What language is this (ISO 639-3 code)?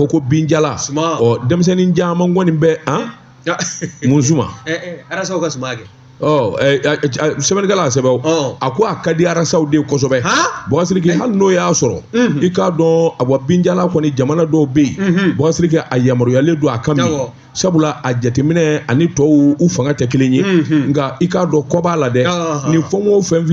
bam